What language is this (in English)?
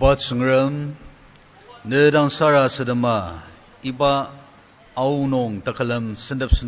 Ao Naga